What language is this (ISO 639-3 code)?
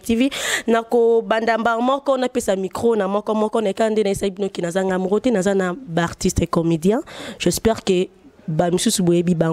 lin